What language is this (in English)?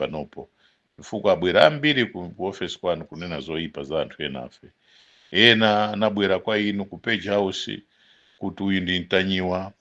Nyanja